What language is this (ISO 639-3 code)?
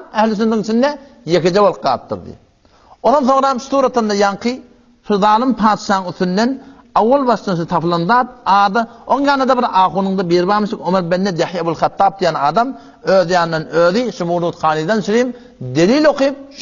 tuk